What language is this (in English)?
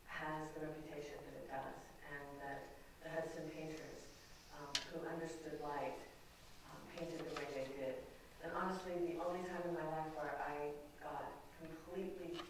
English